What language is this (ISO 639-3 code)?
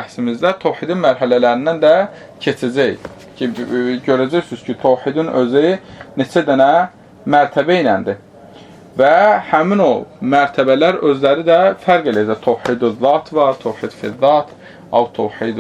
aze